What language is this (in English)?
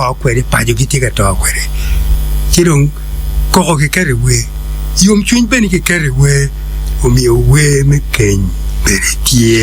Acoli